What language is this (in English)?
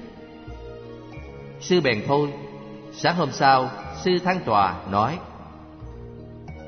Vietnamese